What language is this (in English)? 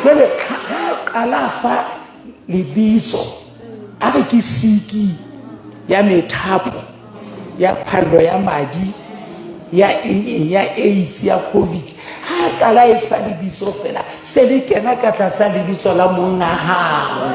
Southern Sotho